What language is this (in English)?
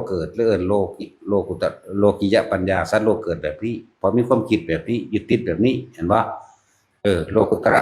Northeastern Thai